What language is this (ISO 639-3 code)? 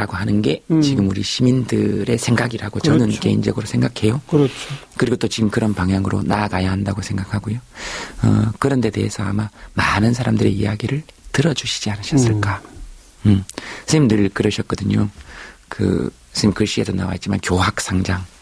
kor